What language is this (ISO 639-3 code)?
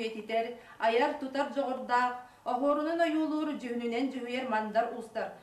sah